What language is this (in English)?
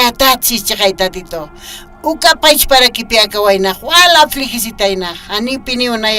Aymara